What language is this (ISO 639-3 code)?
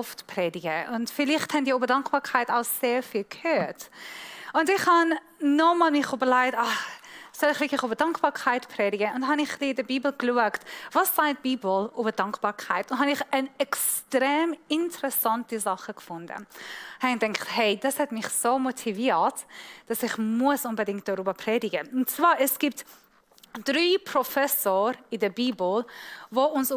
gsw